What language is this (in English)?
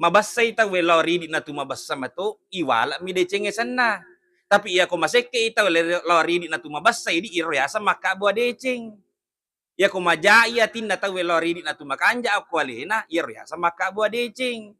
Buginese